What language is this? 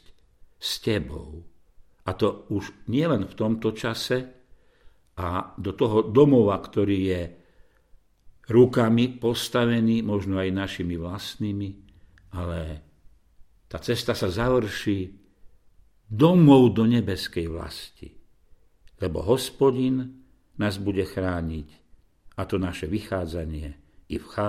Slovak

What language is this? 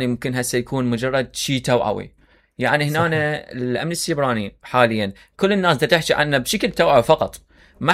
Mesopotamian Arabic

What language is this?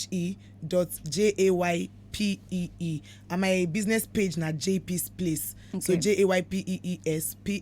Nigerian Pidgin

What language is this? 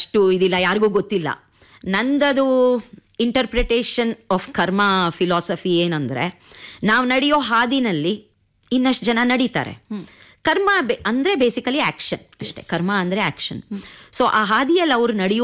Kannada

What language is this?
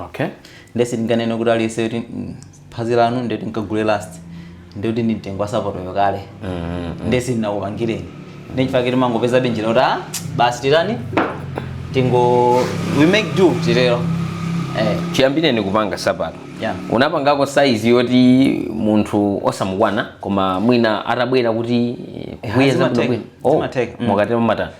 Nyanja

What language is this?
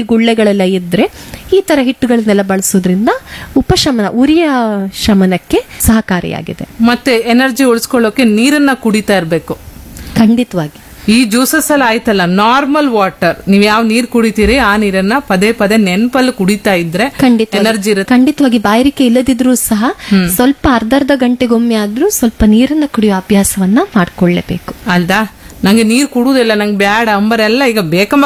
Kannada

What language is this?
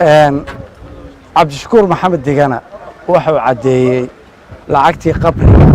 Somali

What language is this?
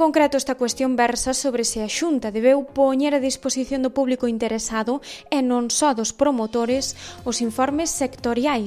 Galician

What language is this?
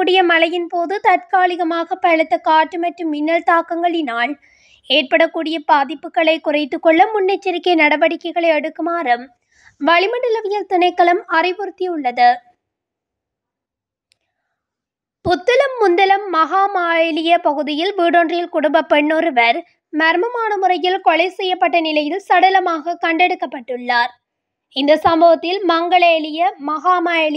Tamil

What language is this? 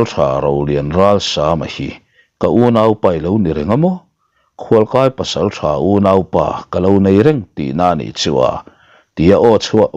Mizo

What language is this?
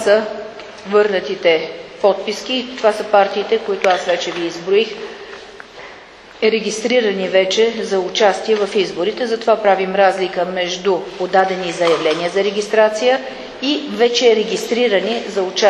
Bulgarian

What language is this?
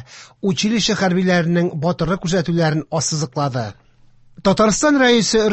Tatar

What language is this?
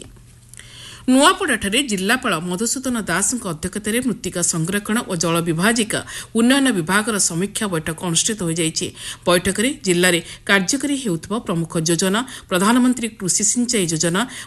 Odia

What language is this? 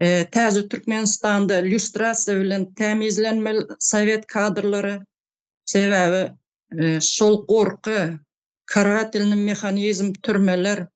Turkmen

